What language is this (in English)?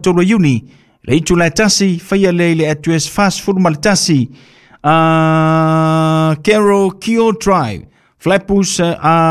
Samoan